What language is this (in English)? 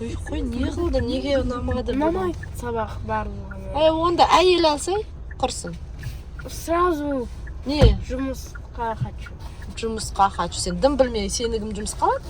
Kazakh